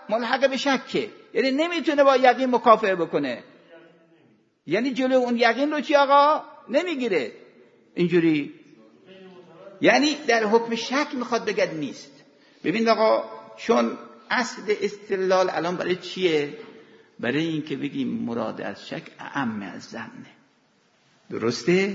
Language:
Persian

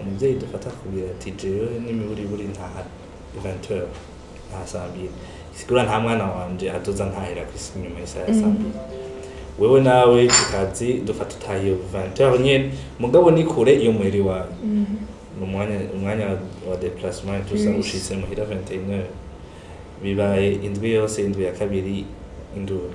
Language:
Rundi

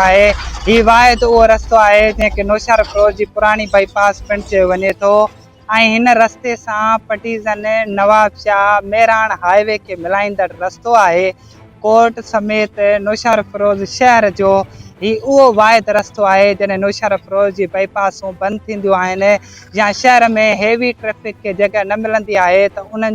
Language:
Sindhi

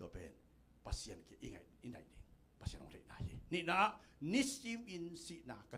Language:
Tedim Chin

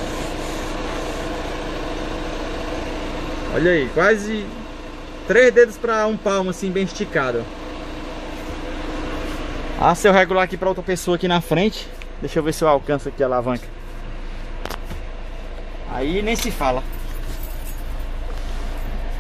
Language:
Portuguese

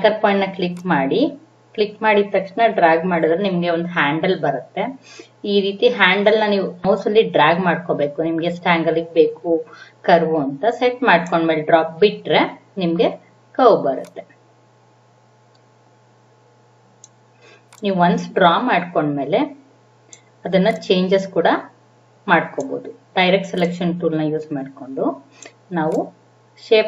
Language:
Kannada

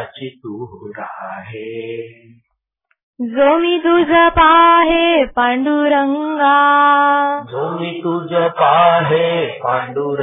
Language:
Marathi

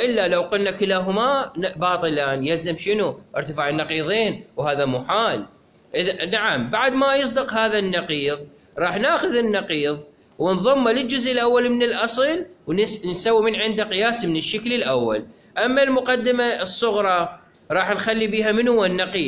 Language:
Mesopotamian Arabic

